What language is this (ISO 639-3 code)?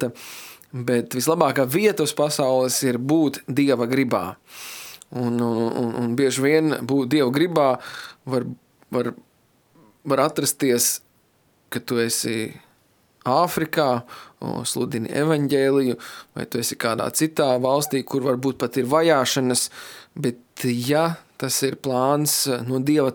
lav